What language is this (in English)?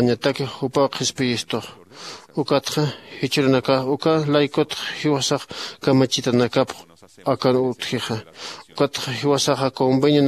Aymara